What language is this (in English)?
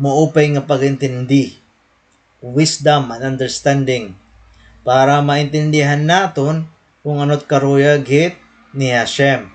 Waray